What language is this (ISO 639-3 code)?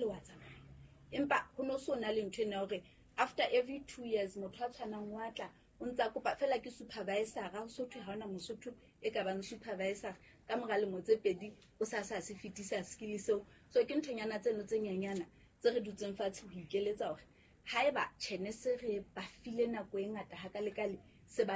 sot